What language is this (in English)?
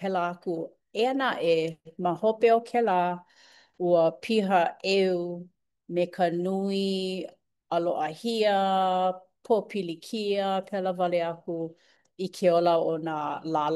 Hawaiian